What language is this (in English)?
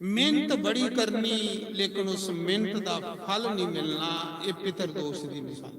Dogri